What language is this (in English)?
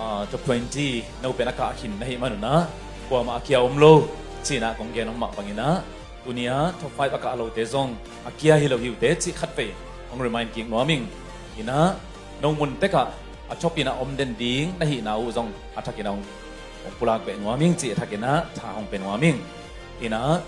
Tedim Chin